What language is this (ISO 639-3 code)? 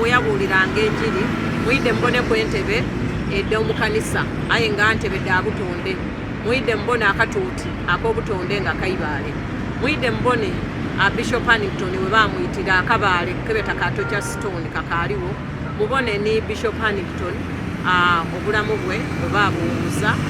xog